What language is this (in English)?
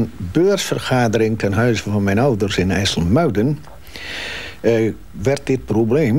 Dutch